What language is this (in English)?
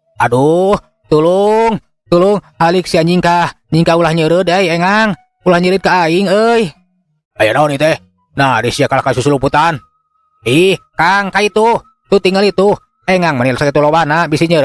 Sundanese